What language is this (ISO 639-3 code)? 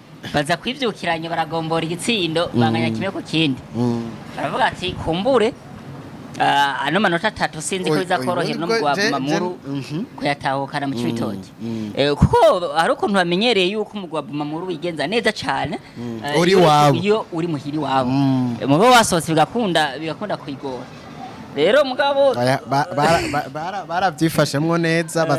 run